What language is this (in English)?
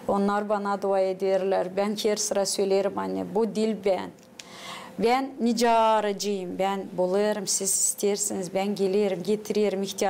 Gagauz